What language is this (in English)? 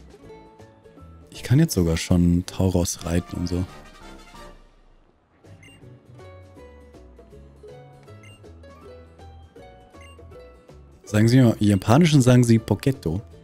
German